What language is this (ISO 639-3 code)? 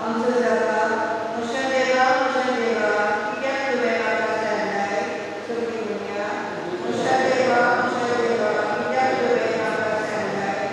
kok